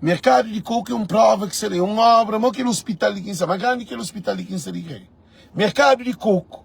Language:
Kabuverdianu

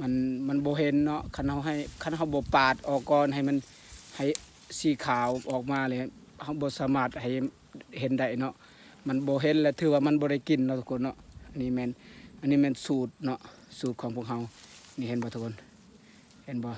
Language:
Lao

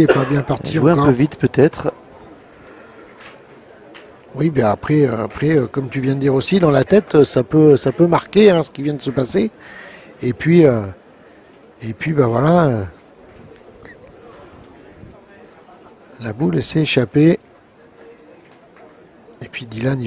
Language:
French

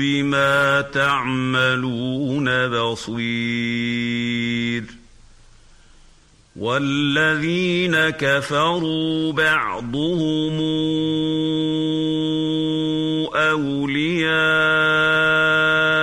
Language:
Arabic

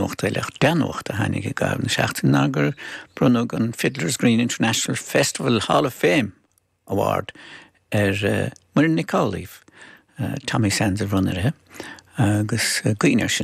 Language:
Irish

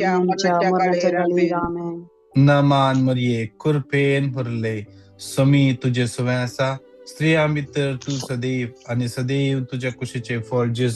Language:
Konkani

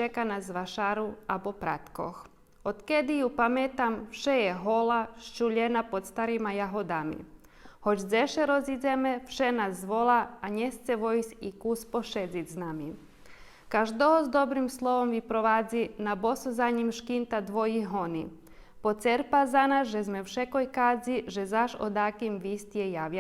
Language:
Rusyn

